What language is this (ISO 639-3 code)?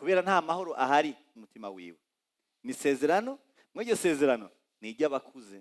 run